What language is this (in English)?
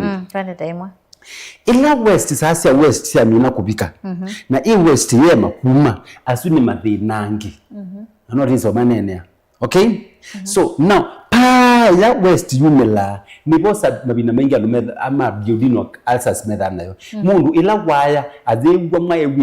Kamba